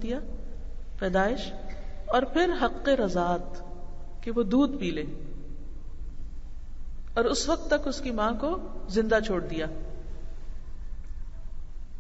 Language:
Urdu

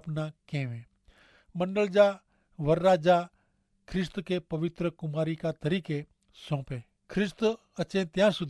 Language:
Kachhi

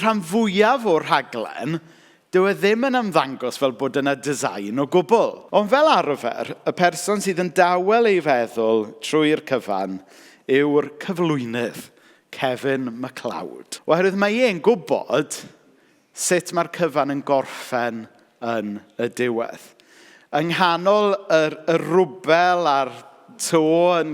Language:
Welsh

